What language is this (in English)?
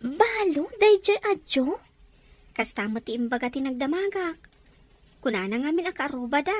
Iloko